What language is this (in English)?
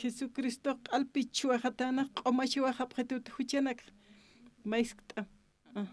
Aymara